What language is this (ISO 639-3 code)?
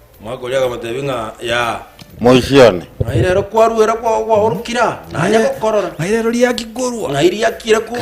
guz